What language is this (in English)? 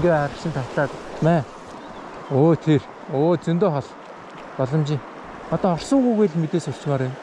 Mongolian